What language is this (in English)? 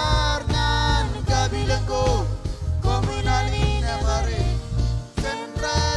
Marshallese